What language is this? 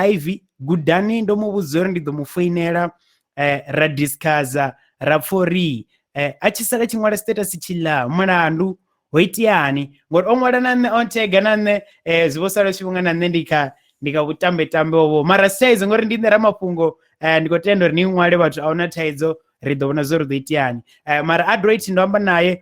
Venda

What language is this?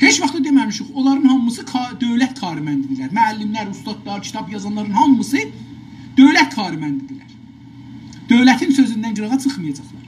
South Azerbaijani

